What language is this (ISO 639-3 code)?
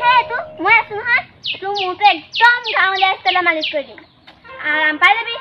asm